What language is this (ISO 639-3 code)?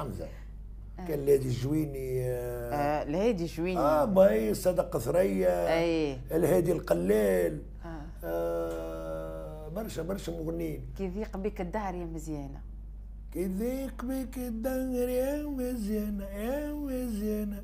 aeb